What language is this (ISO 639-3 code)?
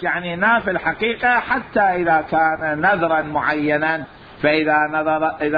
acm